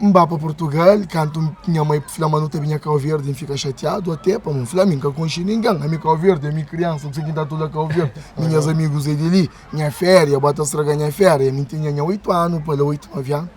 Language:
Kabuverdianu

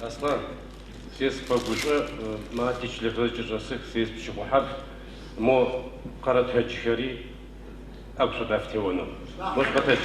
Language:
Adyghe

